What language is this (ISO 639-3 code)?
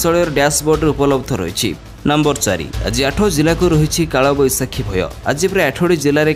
ori